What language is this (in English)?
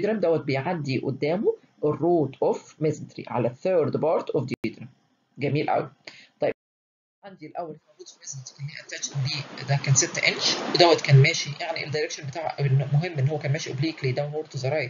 Egyptian Arabic